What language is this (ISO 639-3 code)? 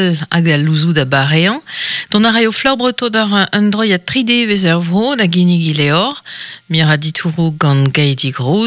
bre